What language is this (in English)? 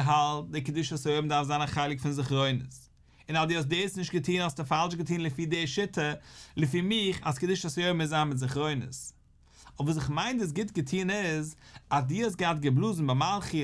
Yiddish